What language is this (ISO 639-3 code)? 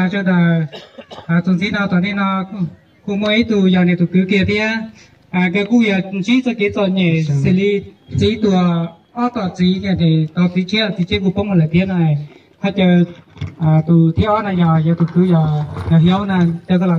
hmn